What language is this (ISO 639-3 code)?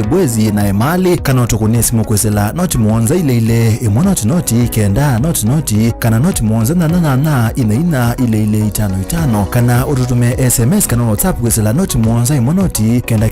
kam